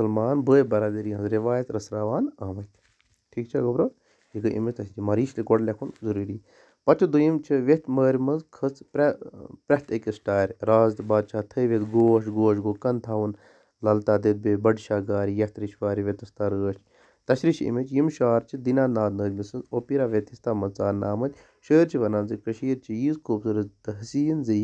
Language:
Kashmiri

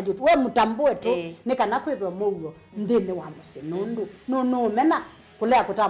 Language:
Kamba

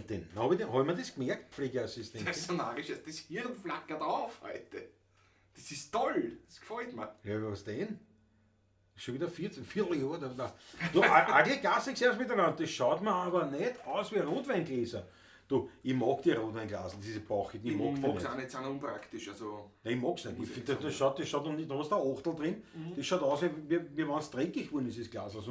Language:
Bavarian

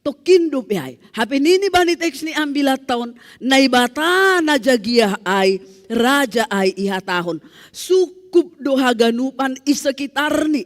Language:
Batak Simalungun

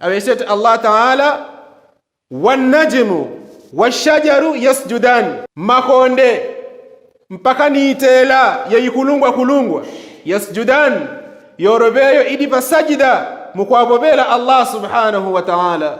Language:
Yao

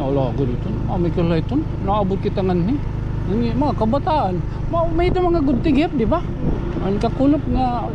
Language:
Waray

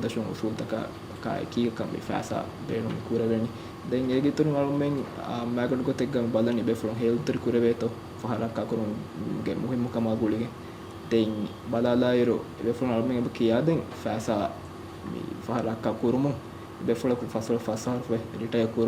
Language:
Divehi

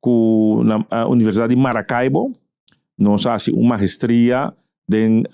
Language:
Papiamento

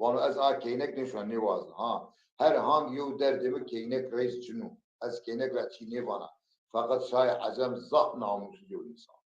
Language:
Zaza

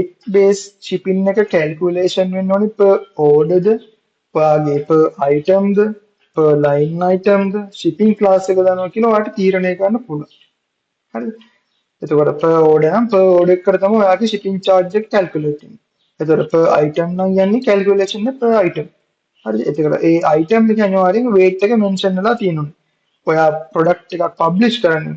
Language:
Sinhala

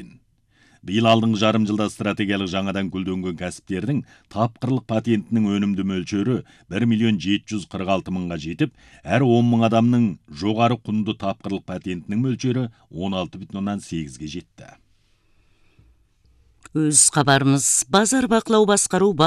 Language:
Kazakh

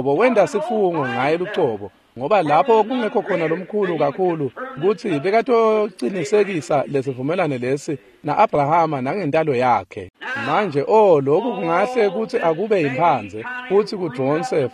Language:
Swati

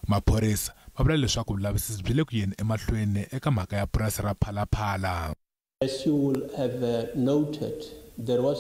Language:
Tsonga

